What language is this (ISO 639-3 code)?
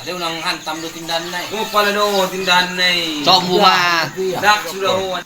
bbc